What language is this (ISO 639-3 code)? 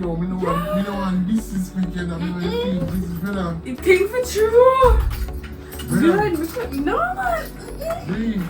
jam